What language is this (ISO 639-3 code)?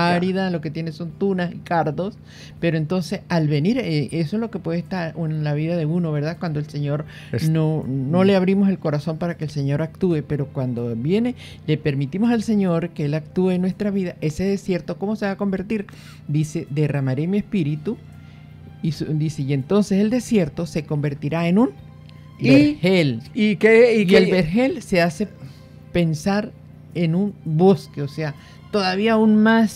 spa